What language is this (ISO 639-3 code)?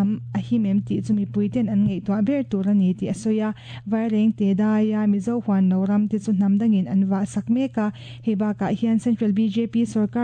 lus